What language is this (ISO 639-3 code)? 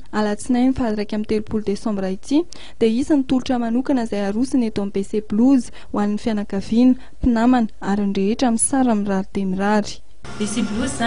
mlg